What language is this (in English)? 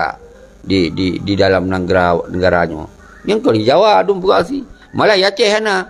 Achinese